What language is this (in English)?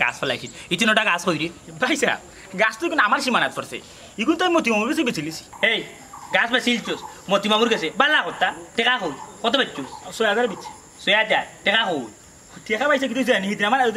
Sylheti